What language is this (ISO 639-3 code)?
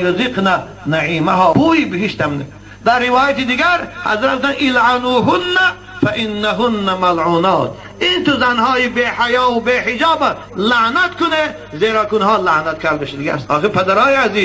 tgk